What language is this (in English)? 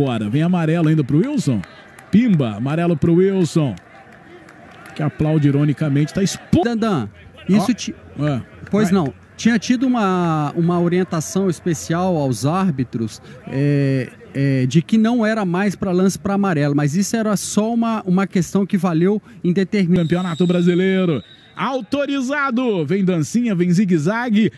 Portuguese